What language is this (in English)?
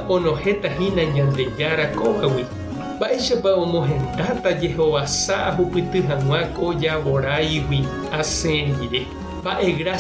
Guarani